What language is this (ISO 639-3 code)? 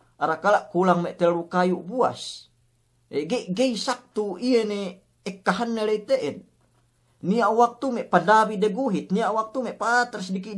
yka